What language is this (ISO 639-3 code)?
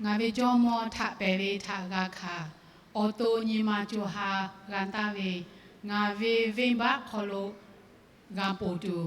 lhu